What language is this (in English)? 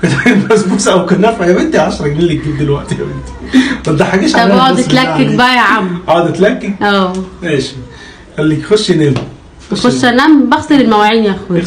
Egyptian Arabic